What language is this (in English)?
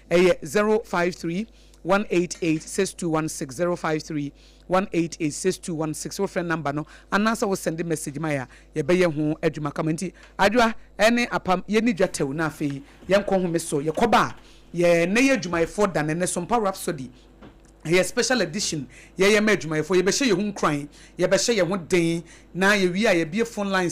Akan